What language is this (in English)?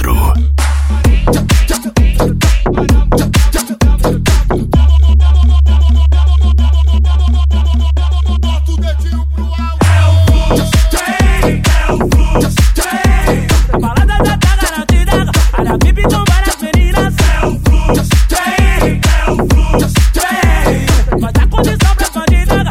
Portuguese